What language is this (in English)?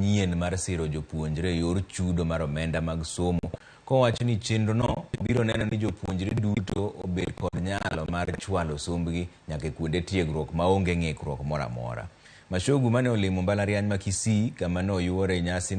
Luo (Kenya and Tanzania)